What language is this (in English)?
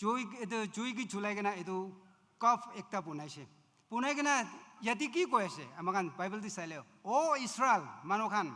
Naga Pidgin